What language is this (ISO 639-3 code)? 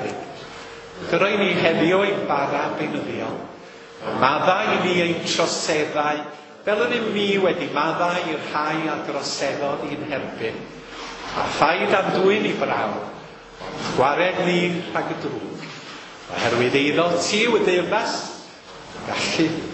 cym